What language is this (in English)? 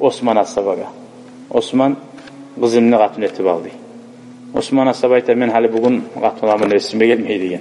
Kumyk